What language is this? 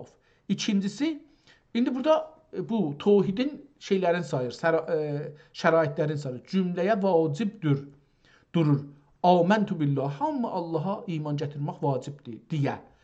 South Azerbaijani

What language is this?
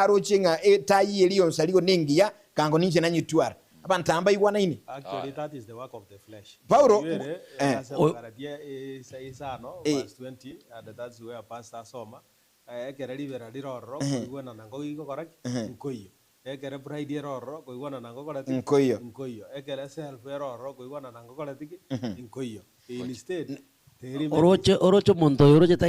Gusii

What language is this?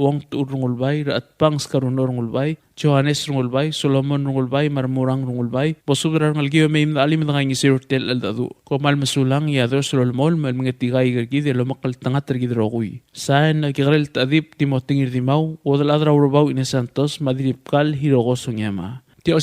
Palauan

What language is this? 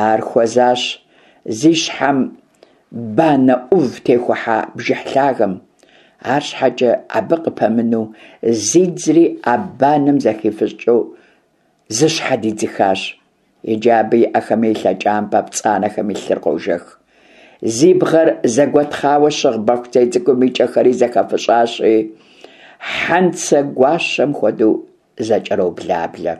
Kabardian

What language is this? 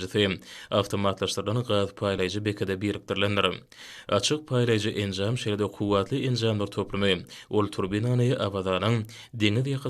Turkmen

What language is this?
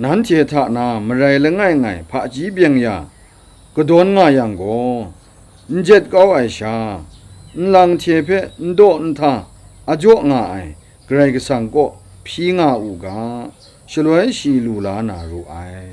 Kachin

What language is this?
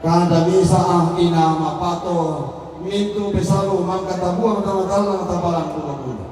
Toraja-Sa'dan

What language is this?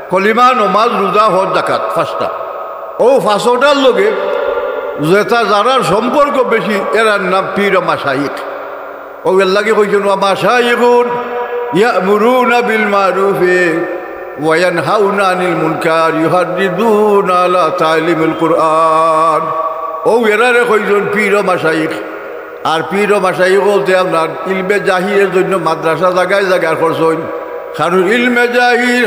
Sylheti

